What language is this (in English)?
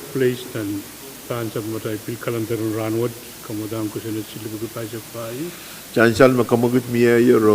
Pohnpeian